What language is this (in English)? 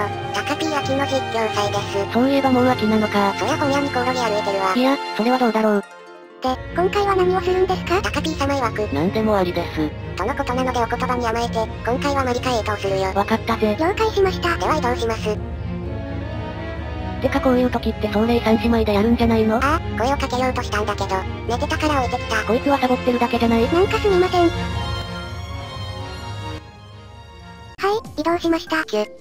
Japanese